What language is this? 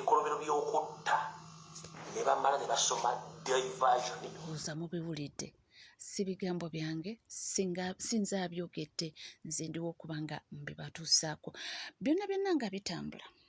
Ganda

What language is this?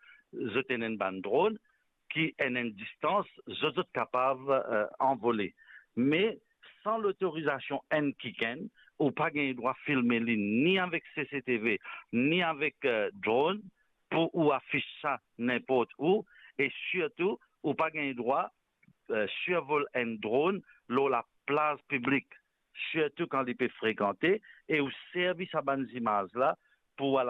Morisyen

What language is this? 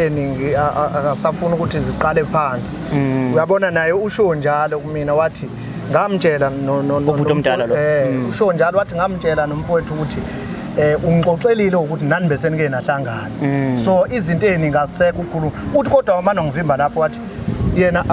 Zulu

